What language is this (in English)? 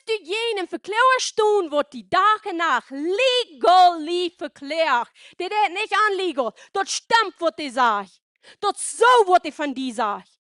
Plautdietsch